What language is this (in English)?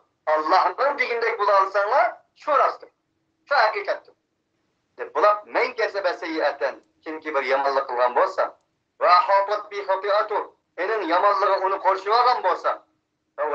Uyghur